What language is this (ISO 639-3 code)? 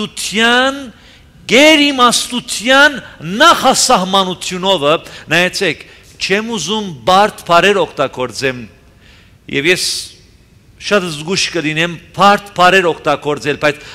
hye